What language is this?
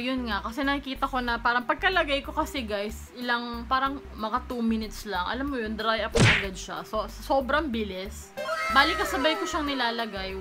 Filipino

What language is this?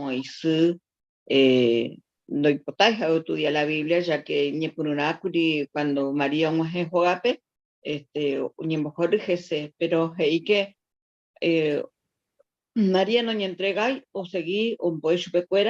Guarani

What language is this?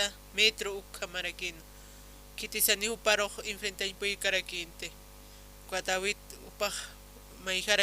Aymara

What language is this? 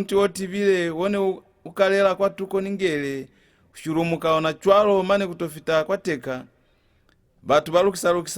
Lozi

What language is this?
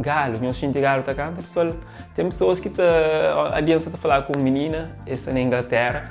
Kabuverdianu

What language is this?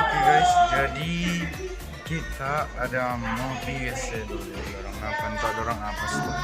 Manado Malay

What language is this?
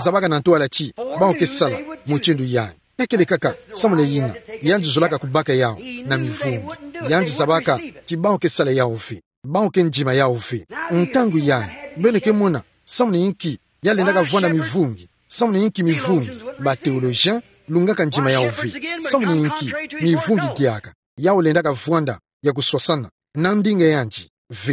Kituba (Democratic Republic of Congo)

